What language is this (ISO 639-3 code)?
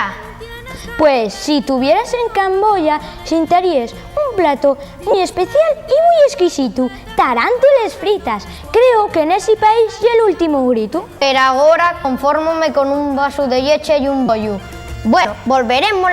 ast